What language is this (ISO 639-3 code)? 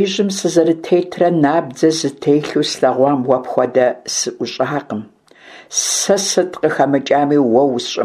kbd